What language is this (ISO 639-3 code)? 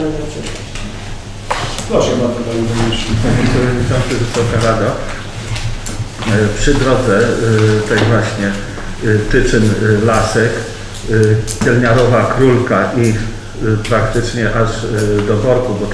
pol